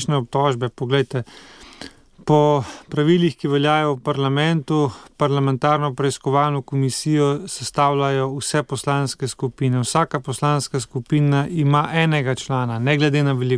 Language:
Slovenian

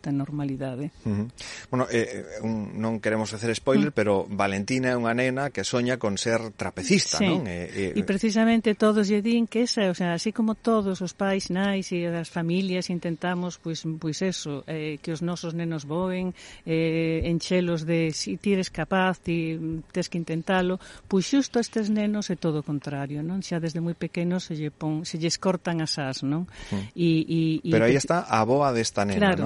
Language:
Galician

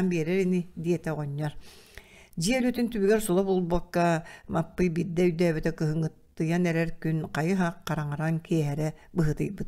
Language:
Yakut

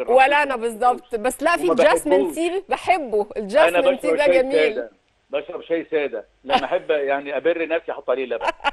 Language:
Egyptian Arabic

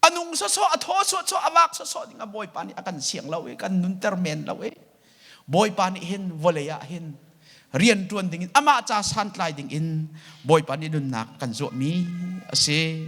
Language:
Hakha Chin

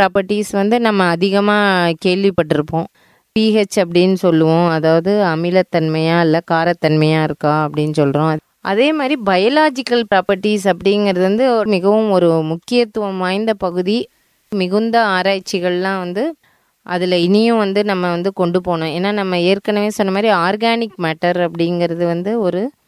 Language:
Tamil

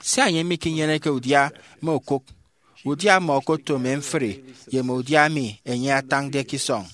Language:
Efik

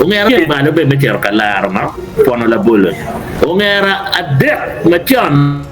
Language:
Acoli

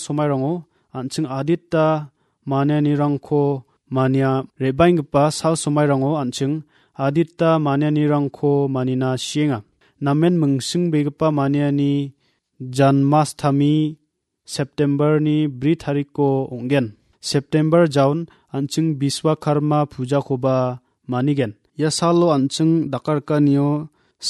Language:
Garo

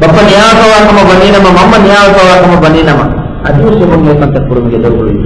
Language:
Divehi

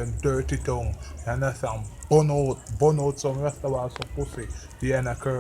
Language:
Jamaican Creole English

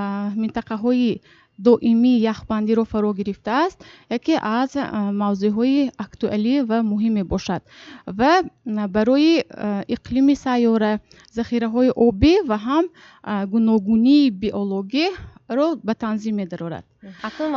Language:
Tajik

